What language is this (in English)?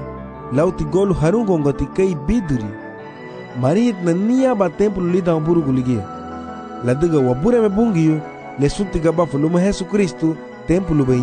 Garifuna